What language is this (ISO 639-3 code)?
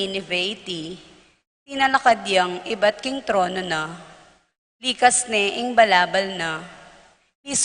pam